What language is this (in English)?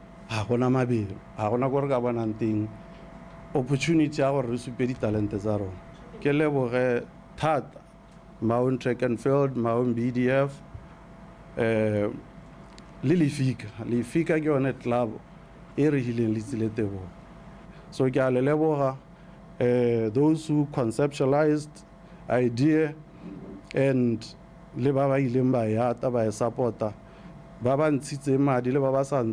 Tswana